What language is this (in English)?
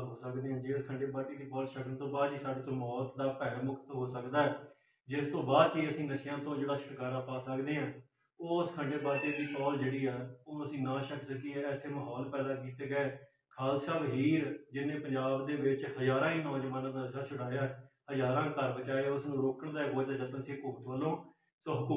Punjabi